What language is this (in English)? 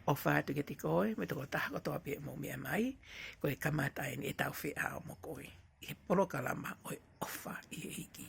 Tongan